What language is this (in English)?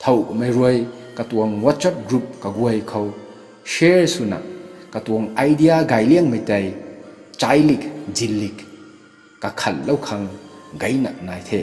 Rongmei Naga